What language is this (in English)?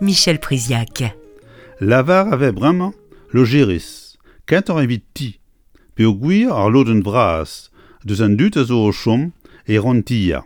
Breton